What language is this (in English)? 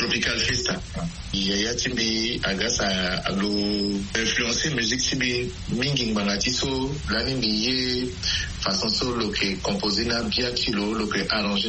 Sango